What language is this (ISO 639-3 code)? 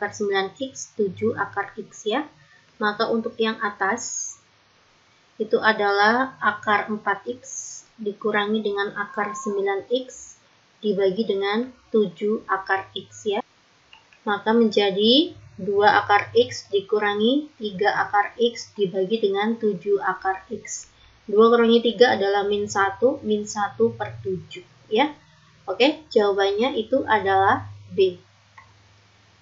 ind